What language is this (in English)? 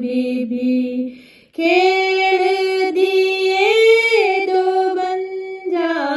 Dogri